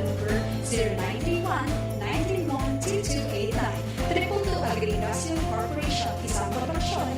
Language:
Bikol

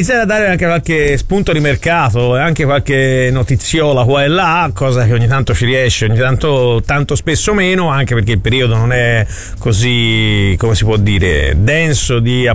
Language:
Italian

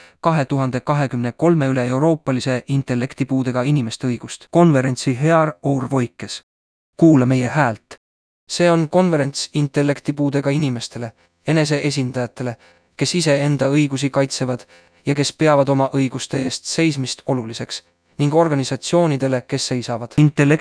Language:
Estonian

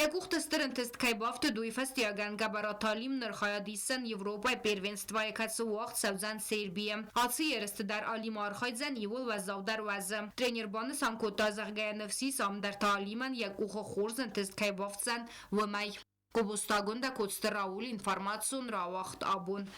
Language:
Ossetic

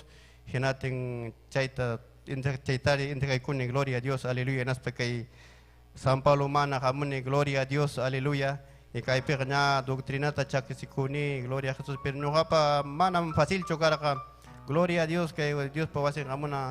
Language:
Ayacucho Quechua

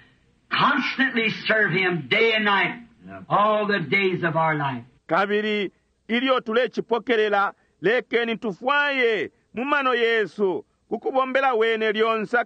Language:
Bemba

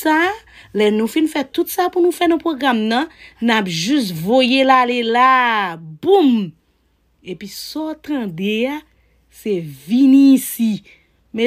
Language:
Haitian Creole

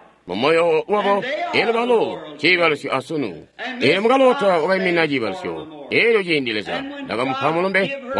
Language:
Tonga (Zambia)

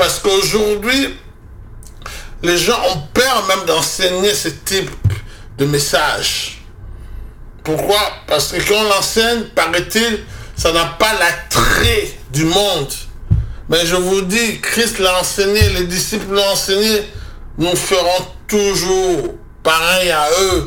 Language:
French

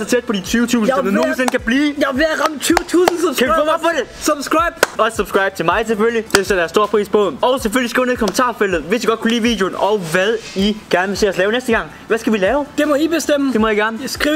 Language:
Danish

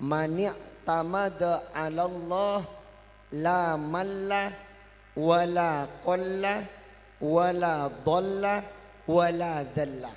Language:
Madurese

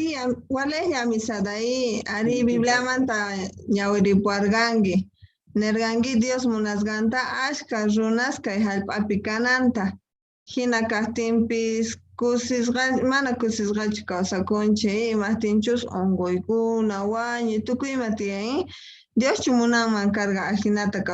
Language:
South Bolivian Quechua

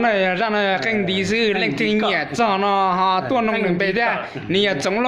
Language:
Hmong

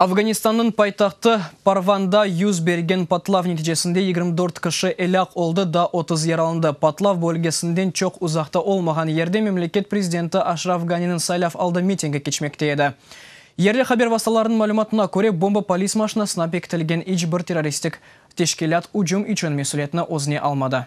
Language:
Crimean Tatar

